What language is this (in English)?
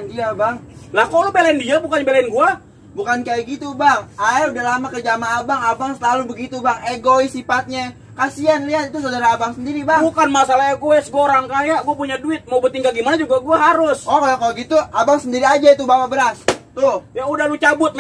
Betawi